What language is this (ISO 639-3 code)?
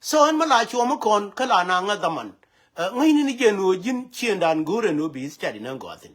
nus